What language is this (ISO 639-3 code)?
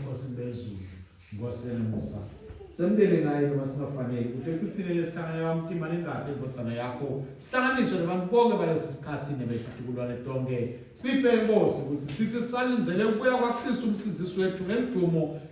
ssw